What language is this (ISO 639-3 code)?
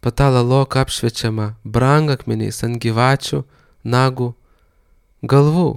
lit